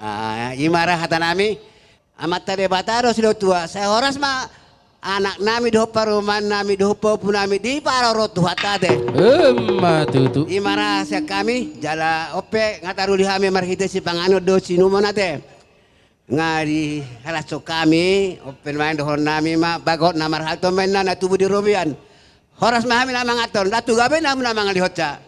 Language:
Batak Toba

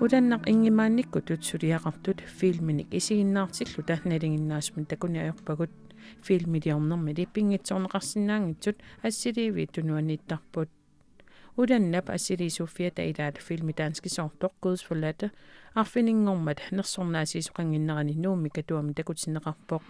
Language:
Kalaallisut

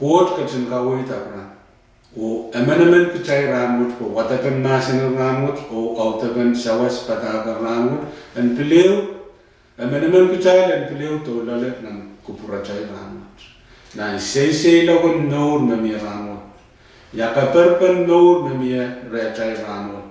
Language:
Pohnpeian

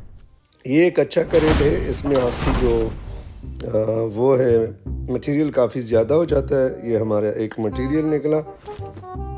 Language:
Hindi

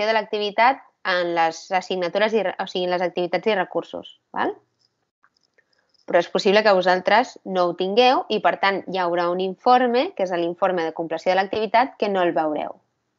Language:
Catalan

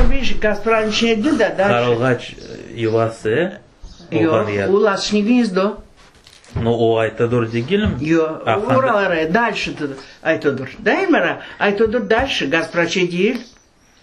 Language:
Crimean Tatar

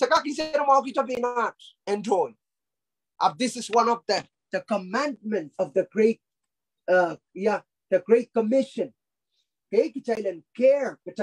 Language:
Pohnpeian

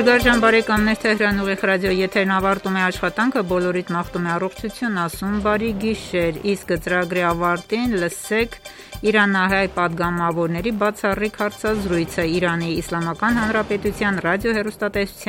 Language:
Armenian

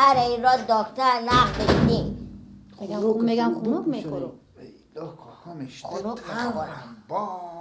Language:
Persian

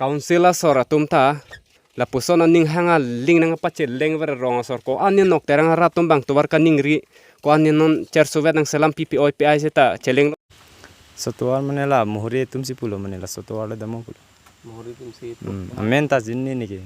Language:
Karbi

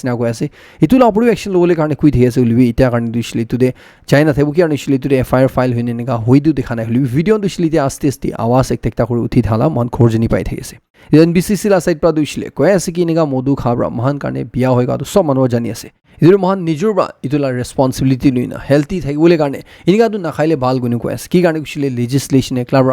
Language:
Naga Pidgin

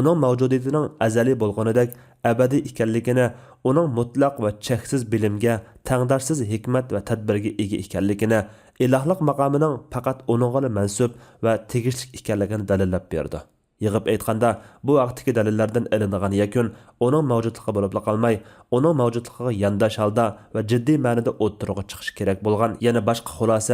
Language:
Uyghur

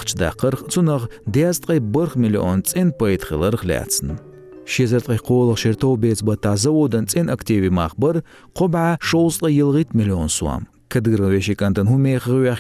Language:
Chechen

